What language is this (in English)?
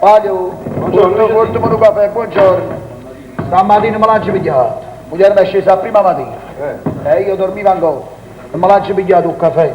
Neapolitan